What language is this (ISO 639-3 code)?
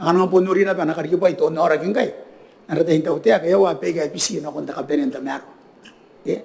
gil